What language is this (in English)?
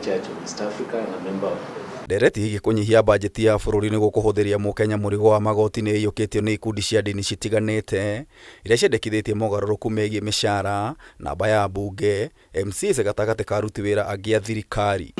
Kikuyu